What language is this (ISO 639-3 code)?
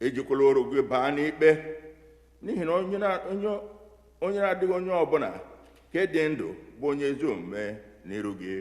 ibo